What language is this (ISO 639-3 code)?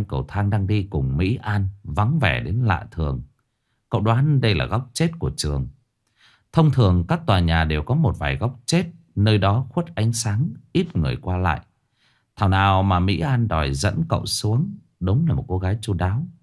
vie